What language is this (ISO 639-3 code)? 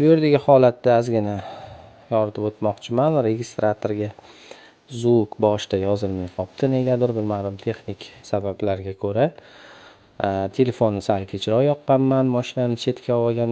uzb